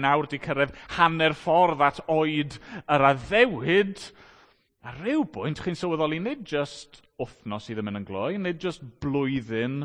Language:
Welsh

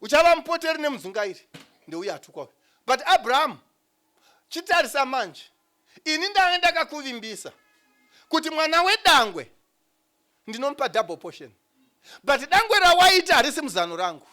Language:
Shona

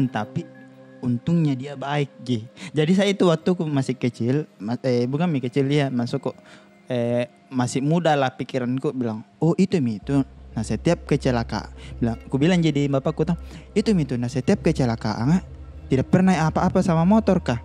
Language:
Makassar Malay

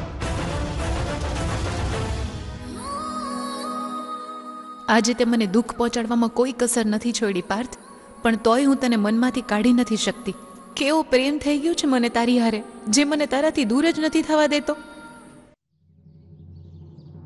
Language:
Gujarati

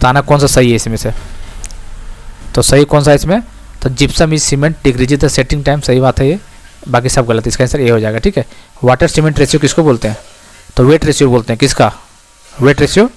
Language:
Hindi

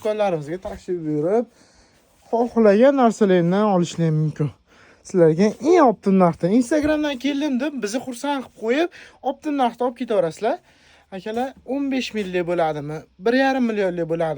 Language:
Uzbek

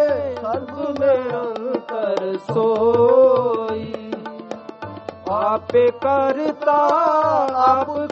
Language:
Punjabi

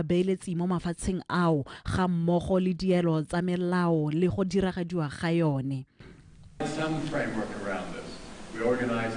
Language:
Tswana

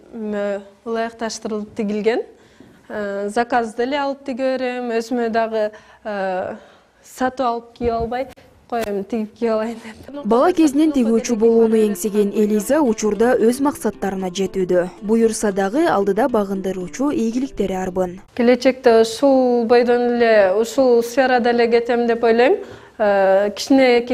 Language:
Kyrgyz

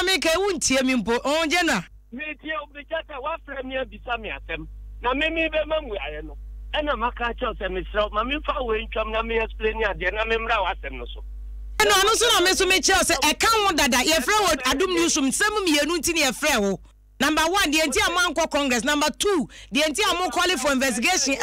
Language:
Akan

